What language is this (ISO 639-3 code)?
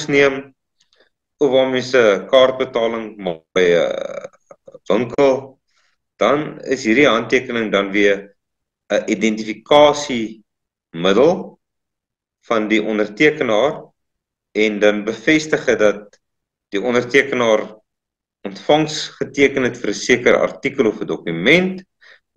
afr